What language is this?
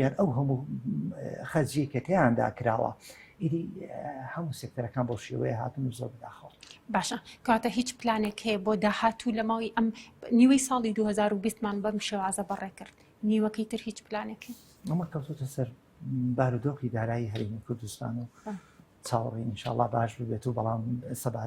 Central Kurdish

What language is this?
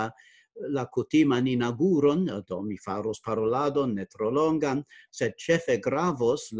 Esperanto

